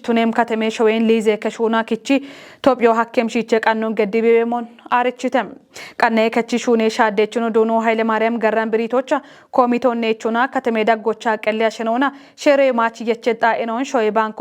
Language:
Kafa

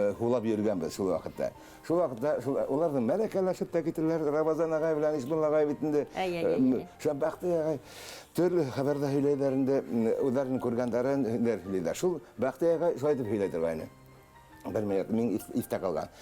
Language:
Bashkir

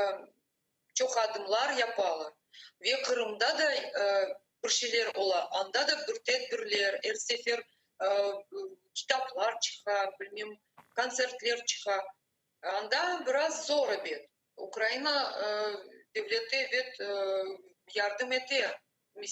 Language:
Crimean Tatar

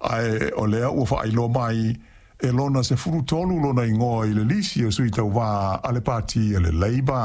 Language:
Samoan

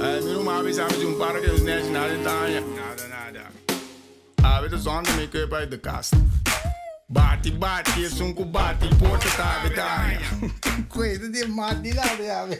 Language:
Papiamento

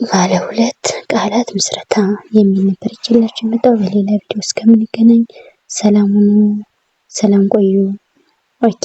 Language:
Amharic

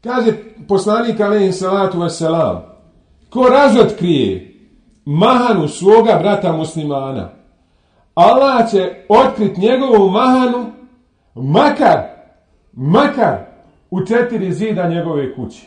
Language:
Bosnian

